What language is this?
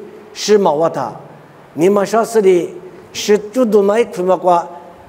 Lisu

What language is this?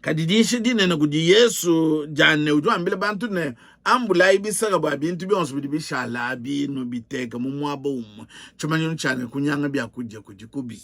Luba-Lulua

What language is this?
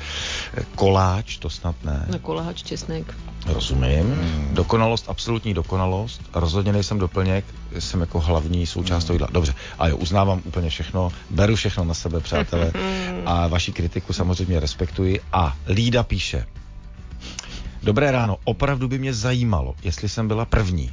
Czech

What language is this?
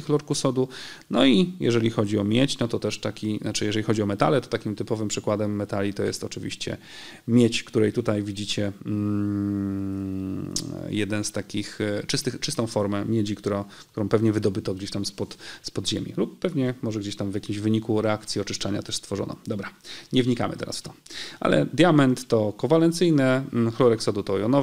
Polish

